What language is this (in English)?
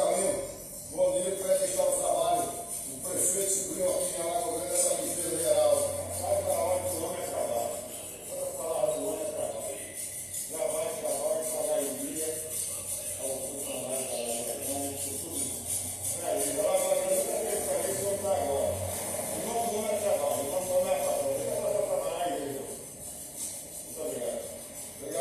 Portuguese